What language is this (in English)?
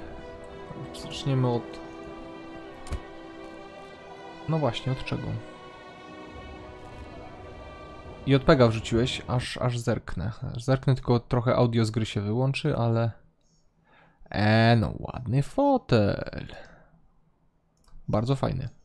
Polish